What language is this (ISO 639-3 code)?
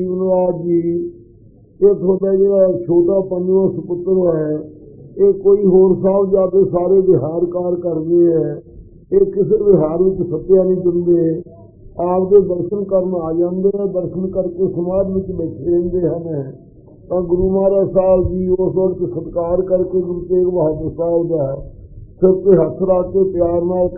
pan